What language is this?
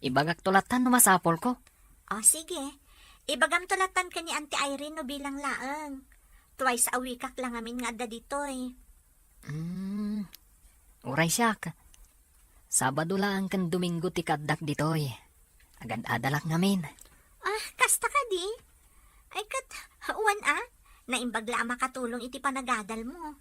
Iloko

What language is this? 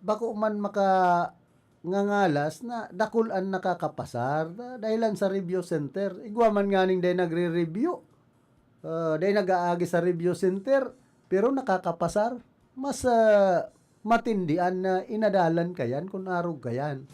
Bikol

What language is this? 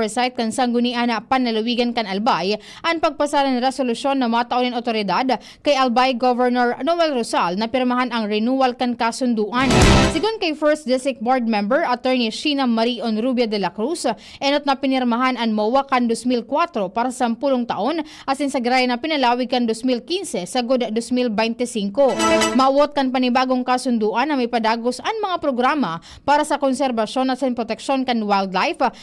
Bikol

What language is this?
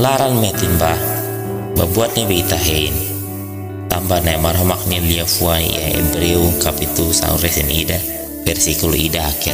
Tetum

